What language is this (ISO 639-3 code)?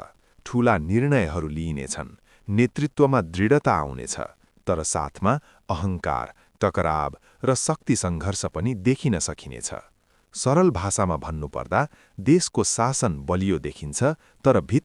nep